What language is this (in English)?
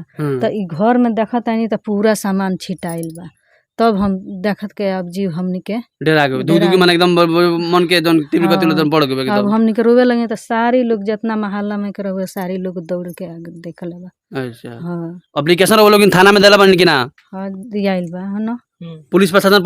Bhojpuri